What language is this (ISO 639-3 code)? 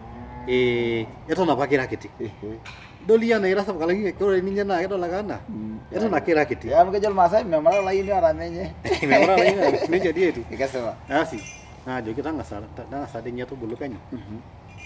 mas